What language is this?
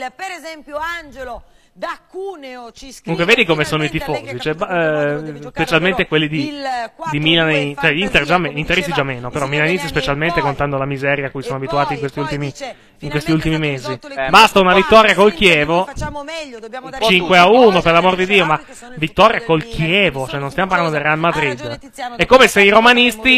Italian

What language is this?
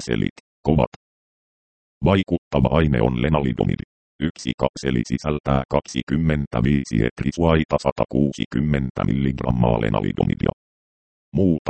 Finnish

